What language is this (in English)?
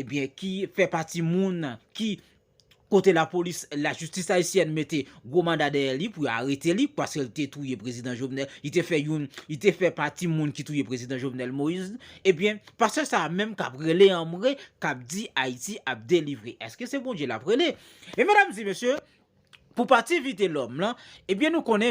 Haitian Creole